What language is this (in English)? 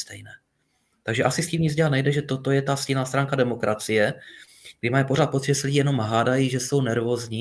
Czech